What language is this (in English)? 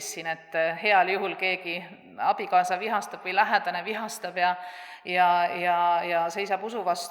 Estonian